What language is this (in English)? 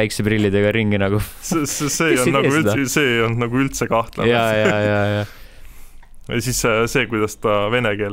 Estonian